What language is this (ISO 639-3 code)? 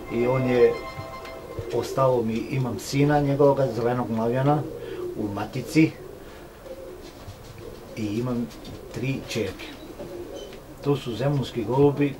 srp